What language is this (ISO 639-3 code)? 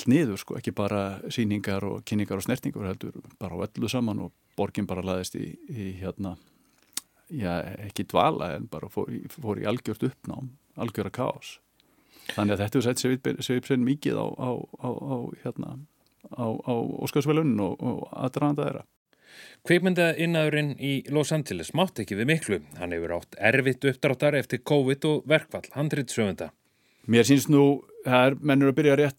isl